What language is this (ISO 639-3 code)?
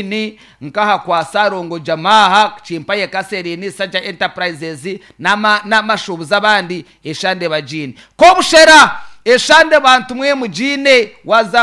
nyn